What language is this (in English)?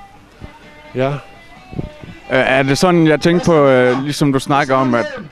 Danish